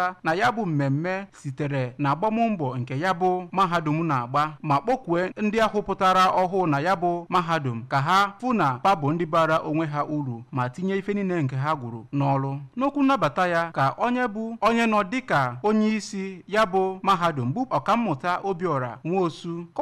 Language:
Igbo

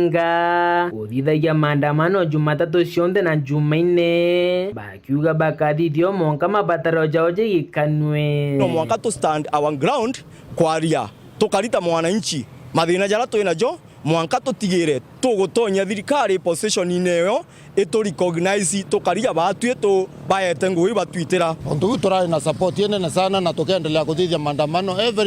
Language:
Meru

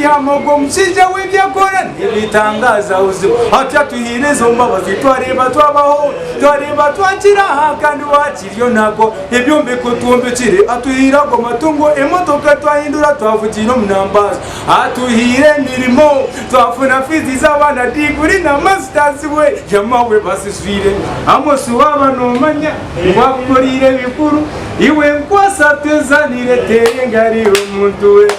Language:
Nyankole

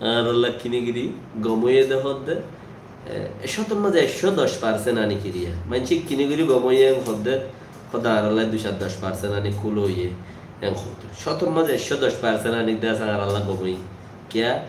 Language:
Rohingya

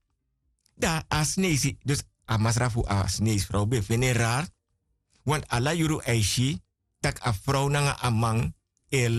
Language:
Sranan Tongo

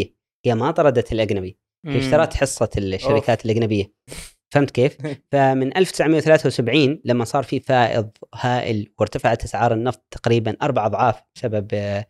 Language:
Gulf Arabic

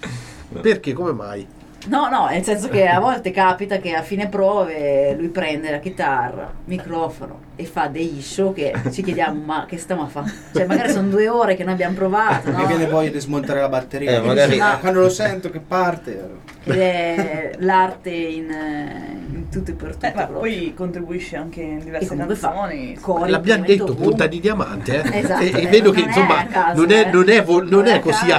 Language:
Italian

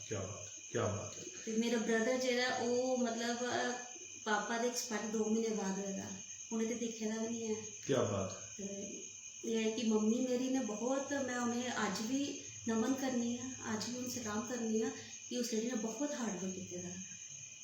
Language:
Dogri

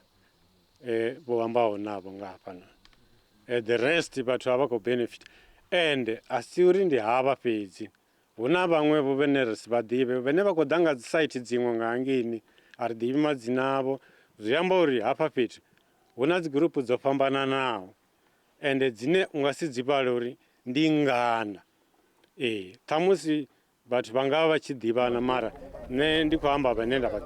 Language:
Venda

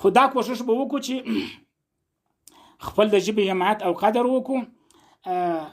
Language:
Pashto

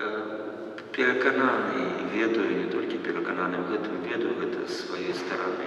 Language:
Belarusian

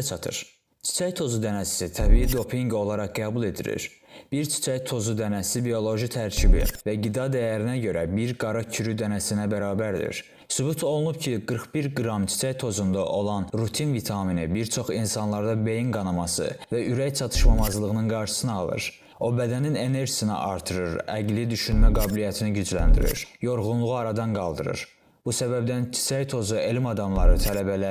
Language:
Azerbaijani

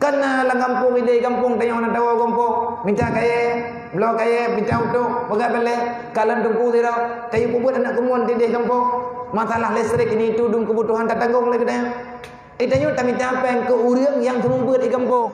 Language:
Achinese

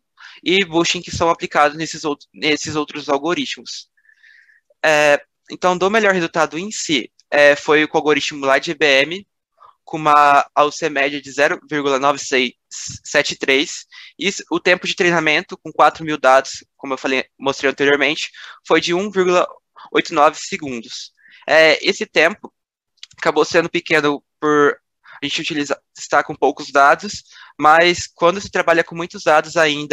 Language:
Portuguese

